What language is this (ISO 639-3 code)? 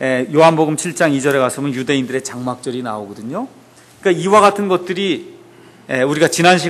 kor